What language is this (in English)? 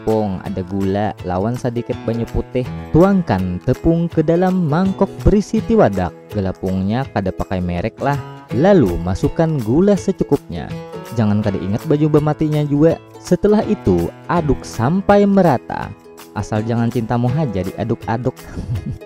Banjar